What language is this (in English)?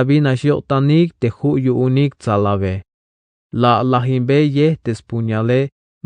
Tzeltal